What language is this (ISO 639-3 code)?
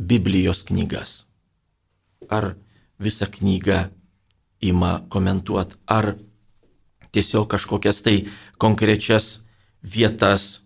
lit